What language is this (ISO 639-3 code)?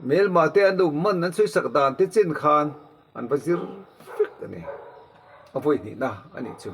lus